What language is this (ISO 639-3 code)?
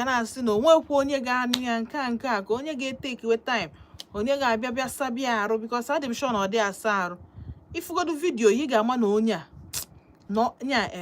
ibo